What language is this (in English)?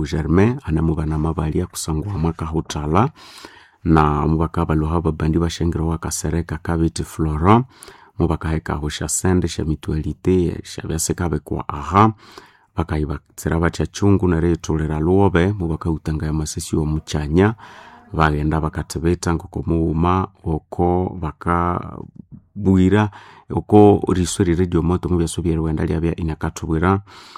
Nande